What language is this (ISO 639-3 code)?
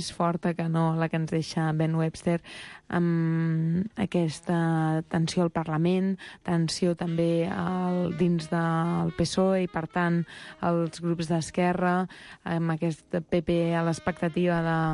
cat